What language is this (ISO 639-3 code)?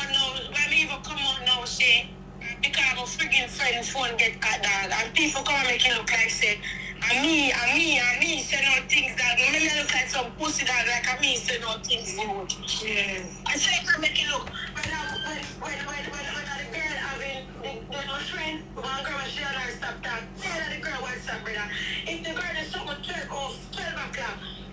jam